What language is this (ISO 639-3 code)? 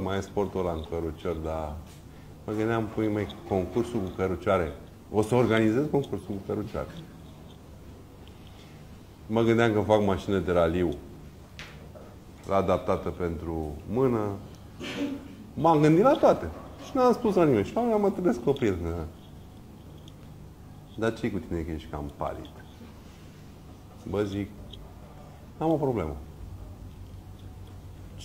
ron